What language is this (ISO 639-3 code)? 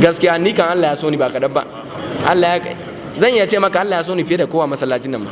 hau